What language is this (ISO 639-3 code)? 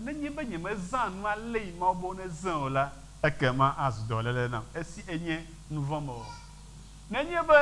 ewe